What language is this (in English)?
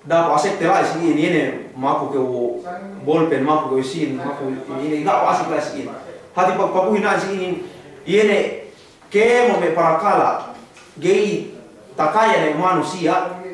Yakan